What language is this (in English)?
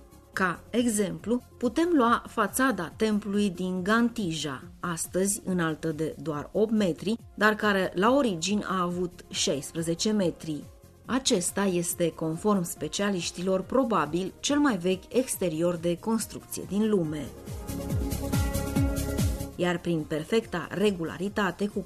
Romanian